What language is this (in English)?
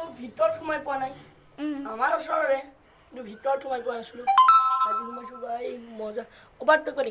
Assamese